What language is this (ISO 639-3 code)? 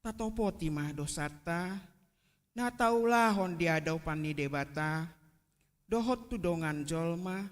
bbc